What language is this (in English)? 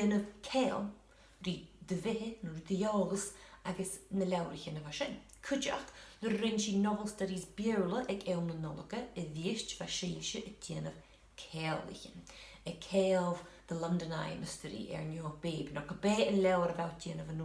Scottish Gaelic